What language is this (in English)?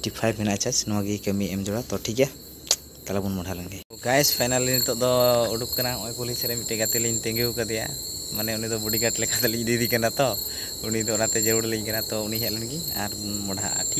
Santali